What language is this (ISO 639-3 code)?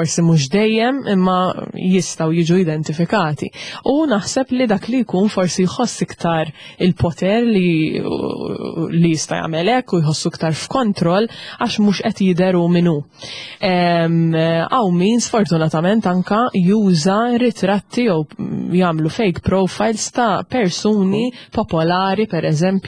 mlt